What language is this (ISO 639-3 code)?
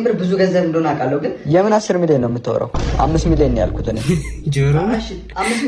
amh